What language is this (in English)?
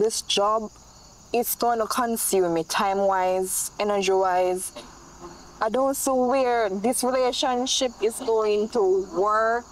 Jamaican Creole English